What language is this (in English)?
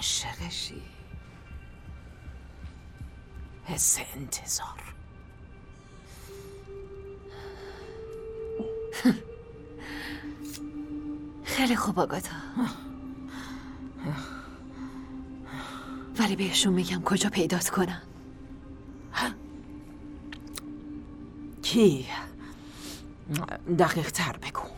Persian